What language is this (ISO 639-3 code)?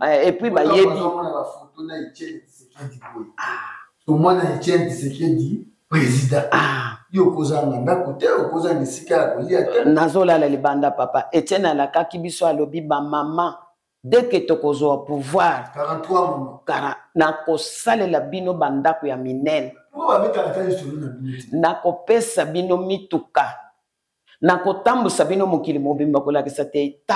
lin